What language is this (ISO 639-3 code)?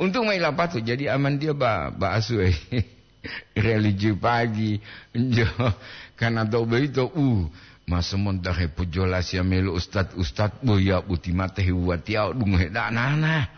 gor